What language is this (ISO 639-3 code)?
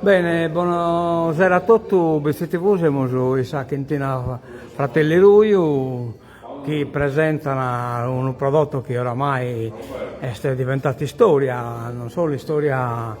srd